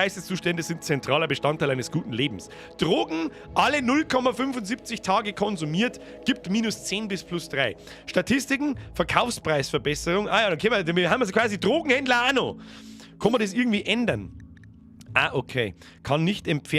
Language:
Bavarian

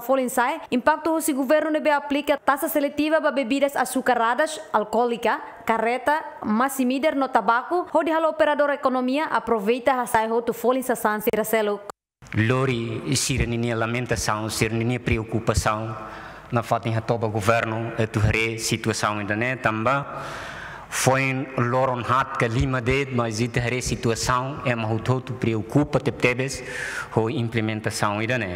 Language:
Tetum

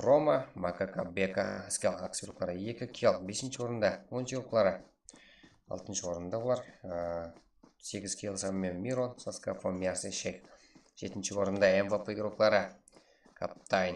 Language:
Kara-Kalpak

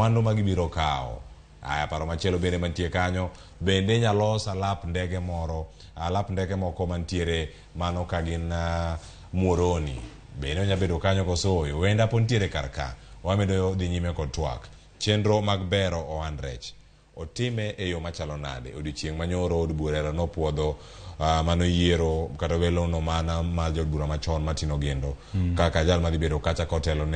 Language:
Luo (Kenya and Tanzania)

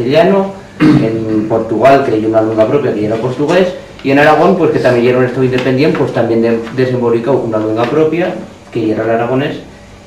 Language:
Aragonese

